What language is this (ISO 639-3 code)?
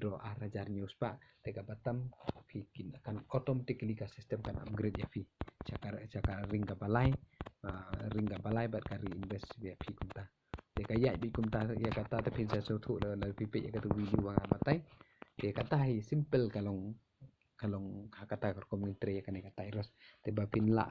kha